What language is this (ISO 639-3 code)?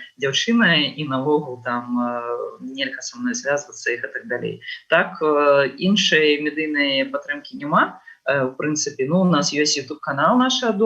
bel